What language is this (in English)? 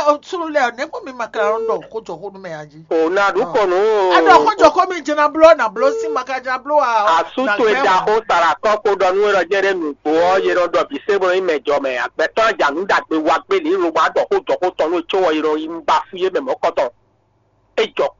Fon